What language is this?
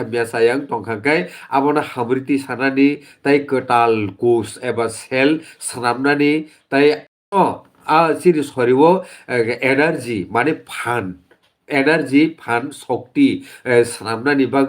Kok Borok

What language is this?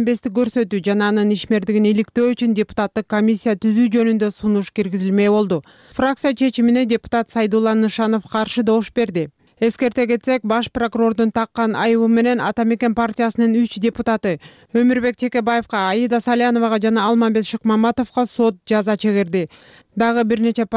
Kyrgyz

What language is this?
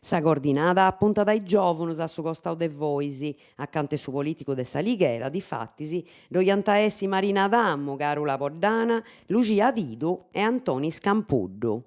Sardinian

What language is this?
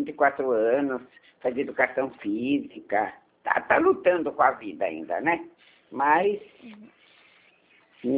Portuguese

